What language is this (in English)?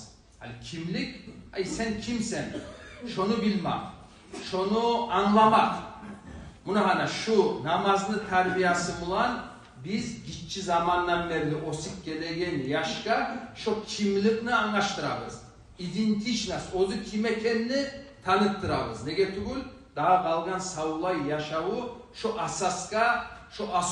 Kumyk